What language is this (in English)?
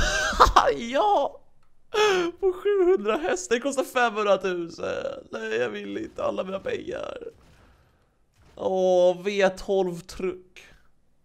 Swedish